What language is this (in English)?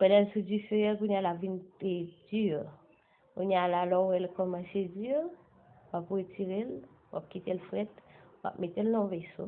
Haitian Creole